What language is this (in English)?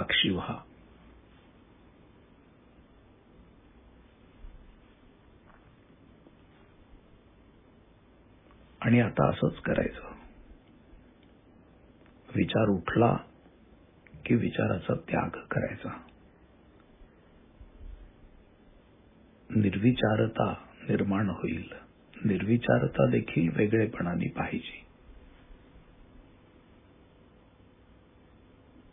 Marathi